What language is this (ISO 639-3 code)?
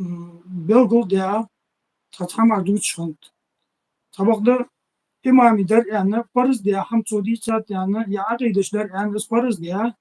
inh